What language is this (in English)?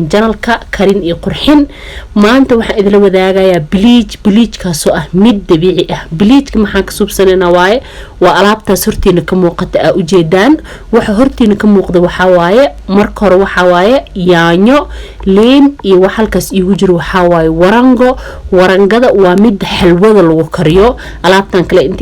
Somali